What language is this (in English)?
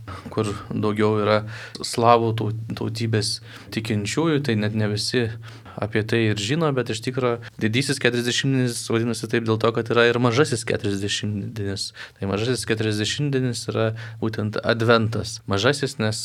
Lithuanian